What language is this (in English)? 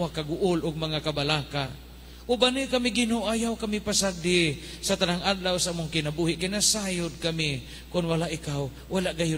Cebuano